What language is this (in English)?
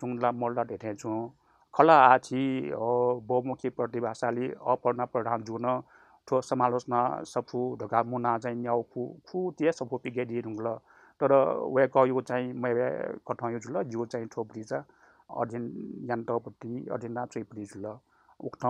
Newari